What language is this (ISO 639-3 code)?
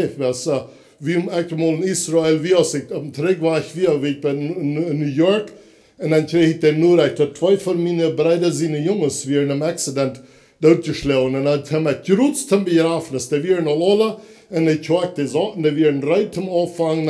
pdt